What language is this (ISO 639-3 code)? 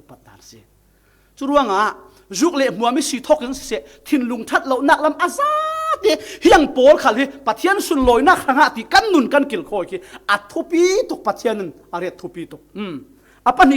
cfm